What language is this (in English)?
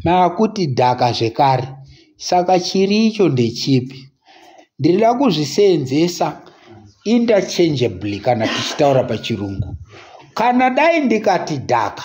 Shona